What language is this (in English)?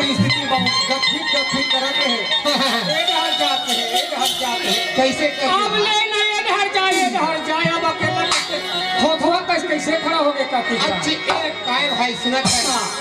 Chhattisgarhi